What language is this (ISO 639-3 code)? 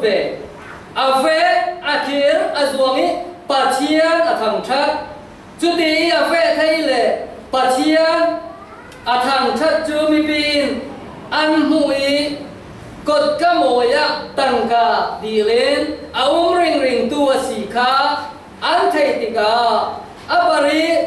cfm